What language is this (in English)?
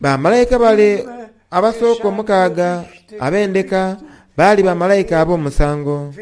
Soga